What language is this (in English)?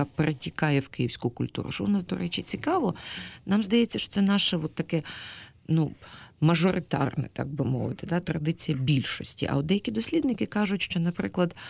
Ukrainian